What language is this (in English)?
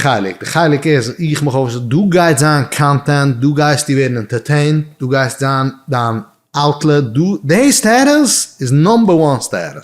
Yiddish